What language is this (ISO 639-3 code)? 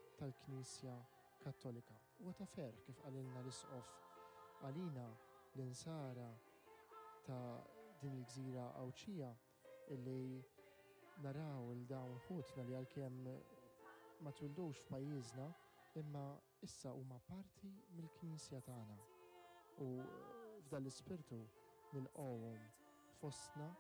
mlt